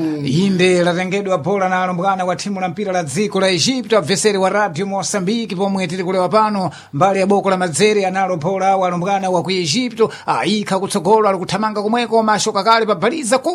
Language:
Sena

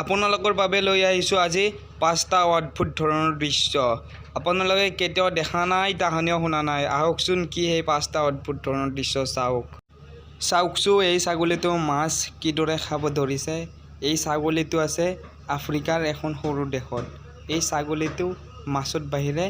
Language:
Assamese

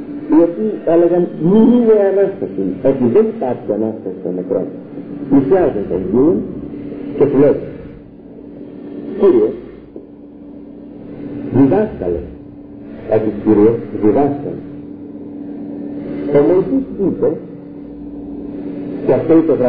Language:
Greek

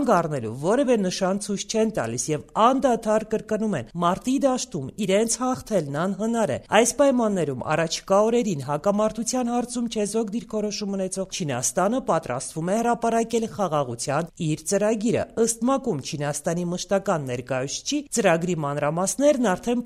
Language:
Armenian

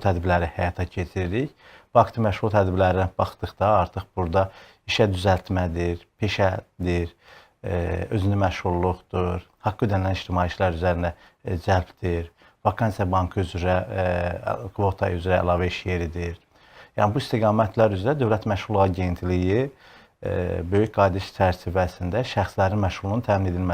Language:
Azerbaijani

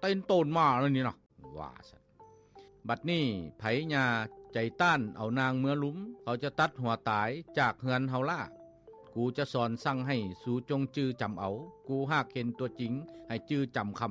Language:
Lao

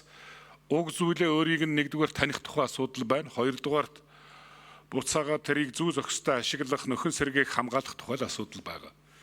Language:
Mongolian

